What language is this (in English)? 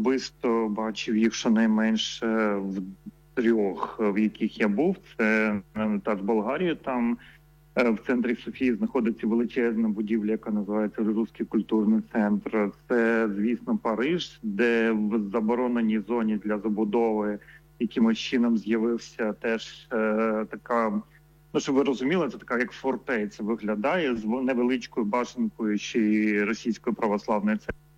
Ukrainian